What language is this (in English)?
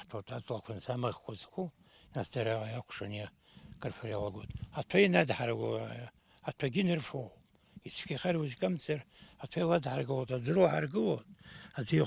Abkhazian